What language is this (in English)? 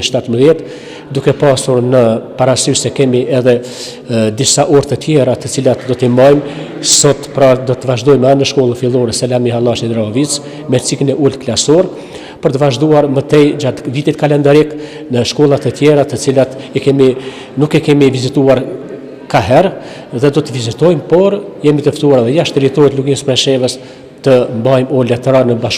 Albanian